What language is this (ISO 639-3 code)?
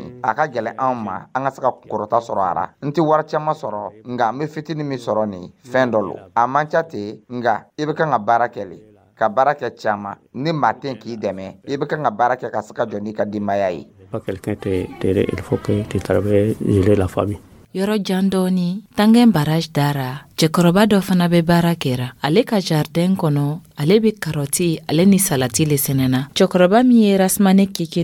dyu